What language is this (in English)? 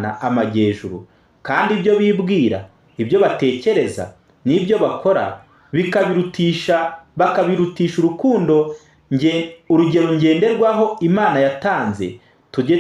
Kinyarwanda